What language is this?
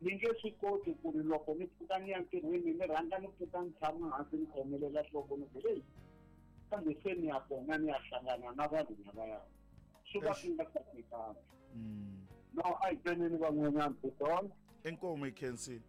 Tsonga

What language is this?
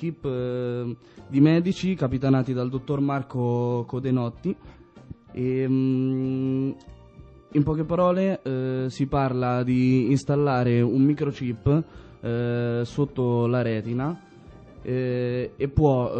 Italian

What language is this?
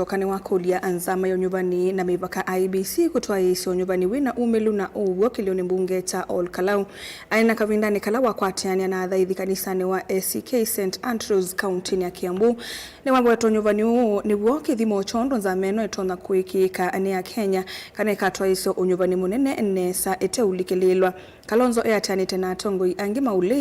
Kamba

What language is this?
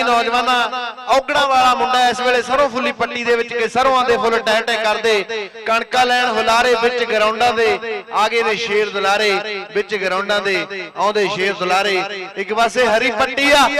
Punjabi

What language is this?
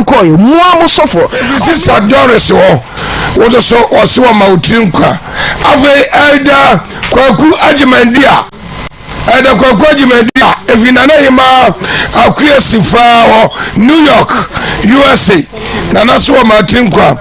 Akan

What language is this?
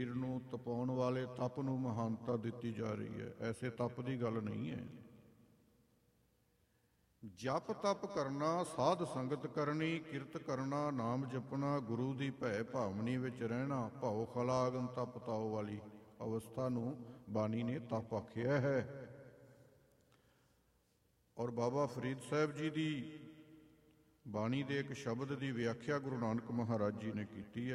Punjabi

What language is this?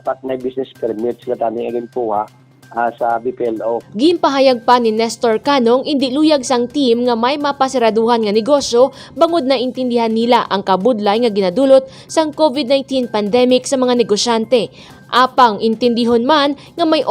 Hiligaynon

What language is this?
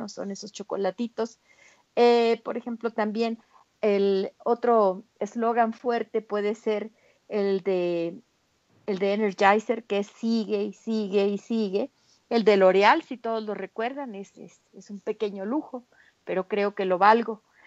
Spanish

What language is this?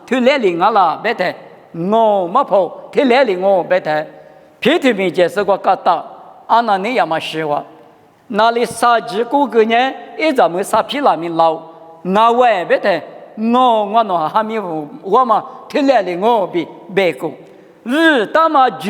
Lisu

